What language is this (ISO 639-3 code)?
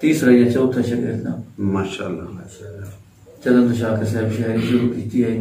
skr